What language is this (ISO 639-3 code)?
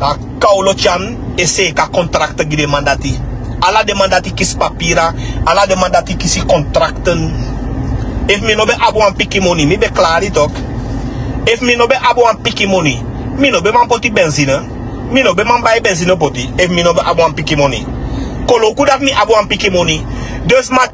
srn